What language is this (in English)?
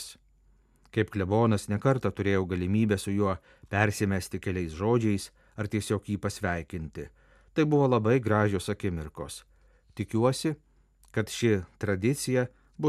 Lithuanian